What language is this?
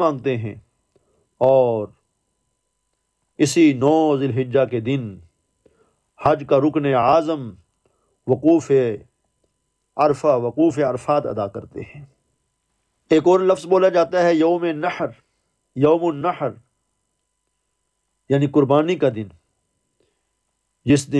Urdu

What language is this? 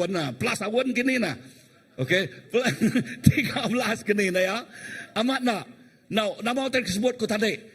Iban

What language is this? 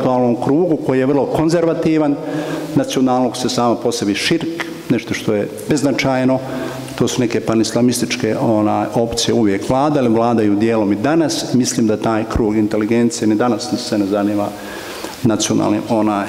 Bosnian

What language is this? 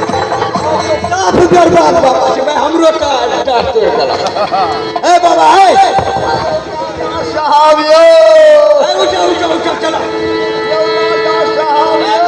Maithili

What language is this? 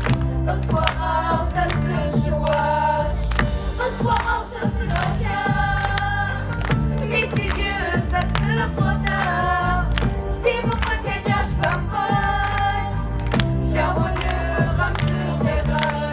Kabardian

